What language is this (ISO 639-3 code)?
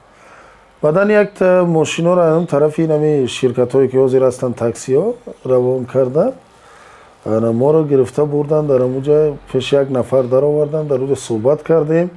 tgk